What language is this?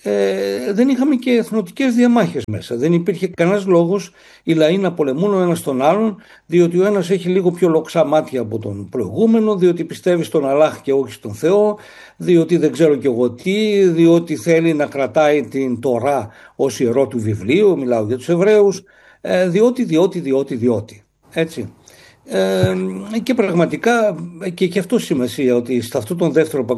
Greek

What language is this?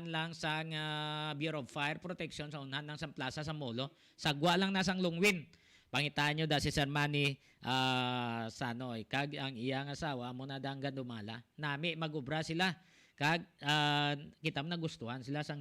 Hiligaynon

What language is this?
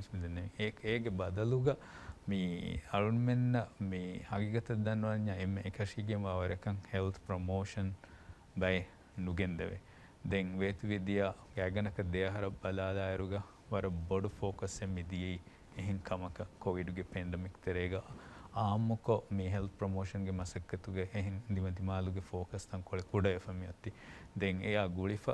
Divehi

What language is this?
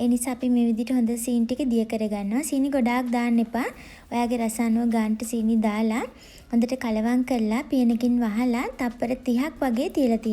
Sinhala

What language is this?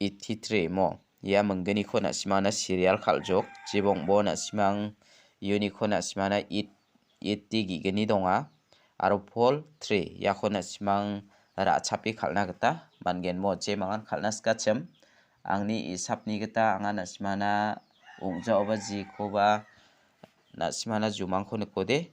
Garo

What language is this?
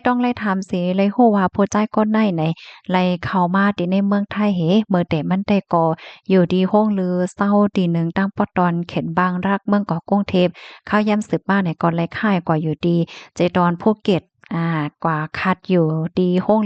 Shan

